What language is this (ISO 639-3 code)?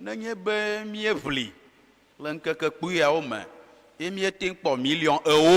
ewe